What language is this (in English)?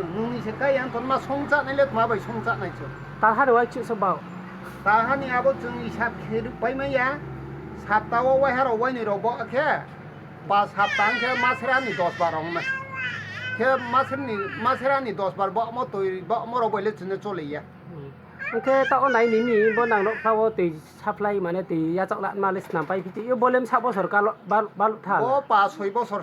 Riang (India)